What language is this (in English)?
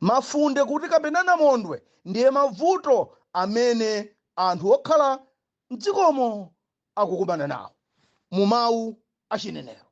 Nyanja